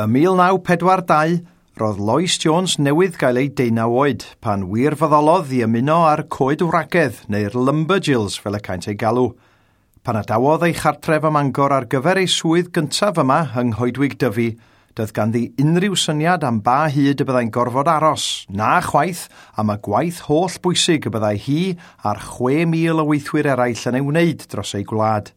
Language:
Welsh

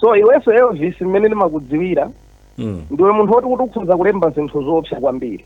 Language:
Nyanja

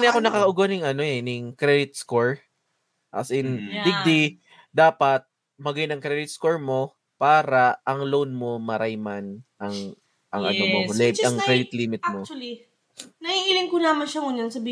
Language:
Bikol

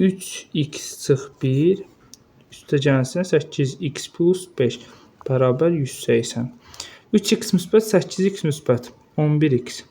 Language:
Azerbaijani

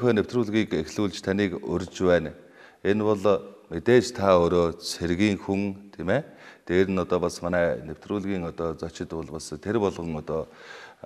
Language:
Mongolian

